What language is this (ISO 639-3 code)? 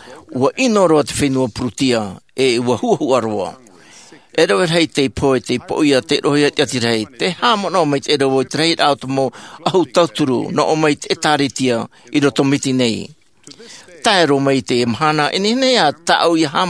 tah